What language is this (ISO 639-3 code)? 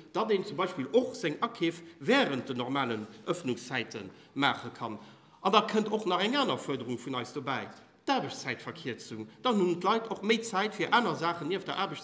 ltz